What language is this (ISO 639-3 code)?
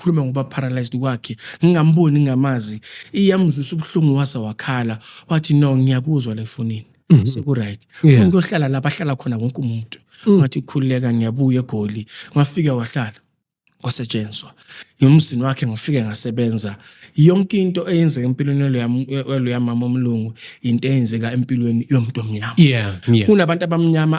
zul